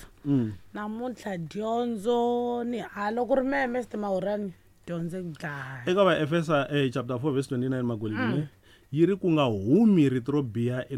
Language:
Tsonga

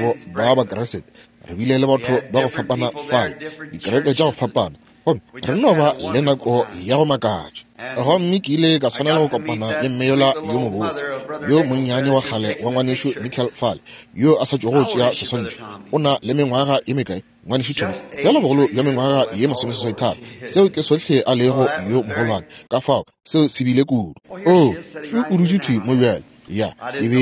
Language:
Northern Sotho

